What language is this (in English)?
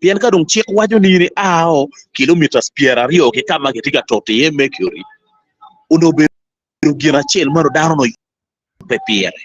Acoli